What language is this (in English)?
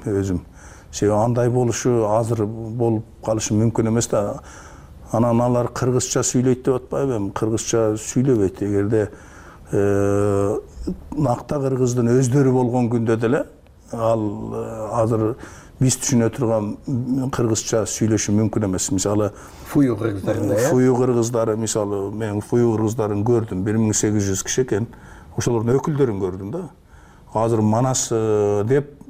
Kyrgyz